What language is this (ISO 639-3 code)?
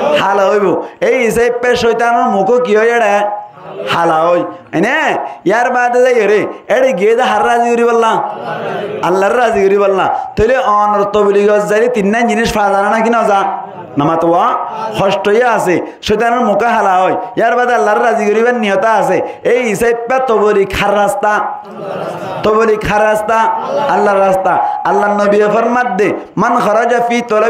rhg